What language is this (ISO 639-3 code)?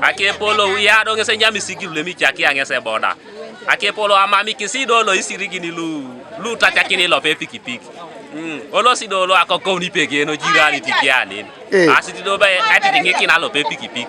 teo